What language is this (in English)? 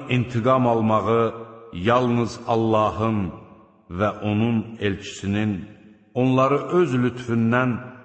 Azerbaijani